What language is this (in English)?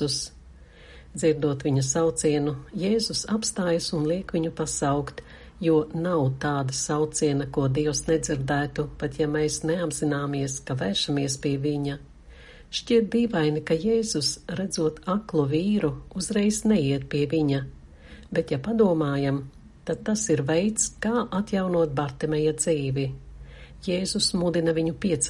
Latvian